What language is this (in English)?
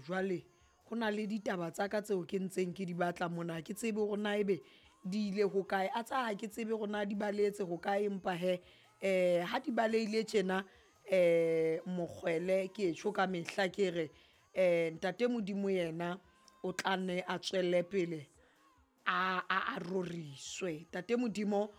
Southern Sotho